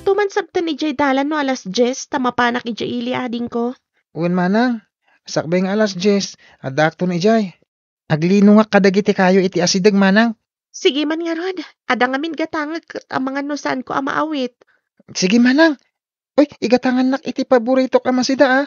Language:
Iloko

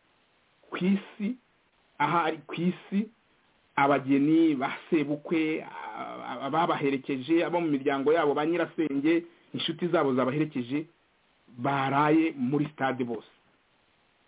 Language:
Kinyarwanda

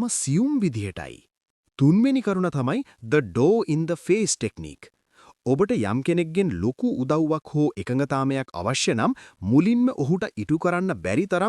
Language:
Sinhala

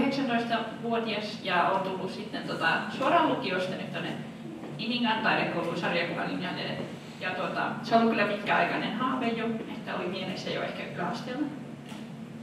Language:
Finnish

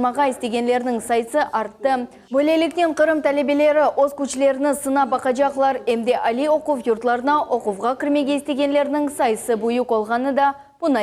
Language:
Crimean Tatar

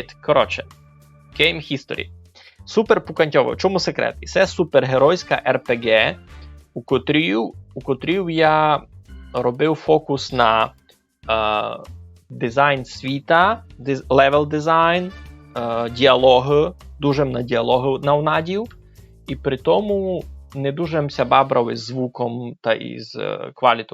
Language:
Rusyn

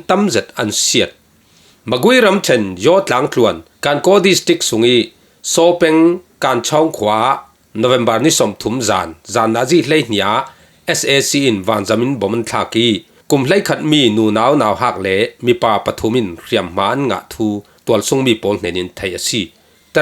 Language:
Falam Chin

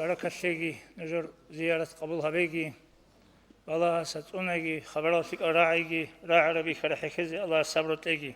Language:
Avaric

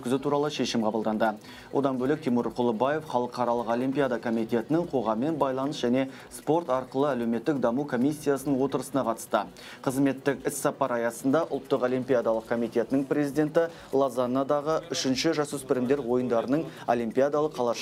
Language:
Kazakh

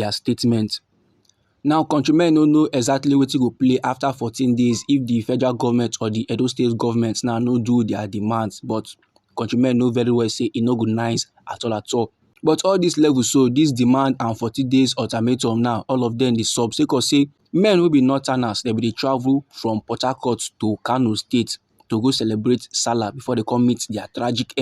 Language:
Nigerian Pidgin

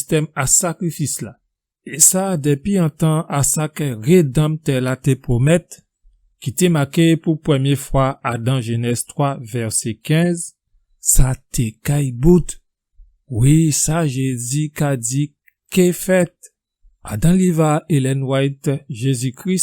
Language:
Guadeloupean Creole French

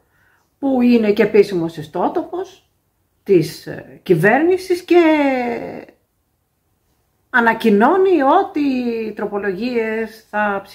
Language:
Greek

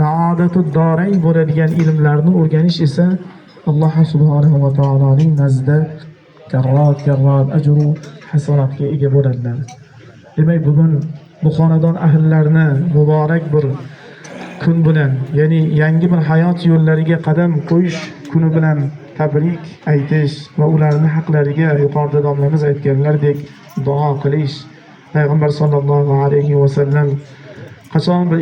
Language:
Uzbek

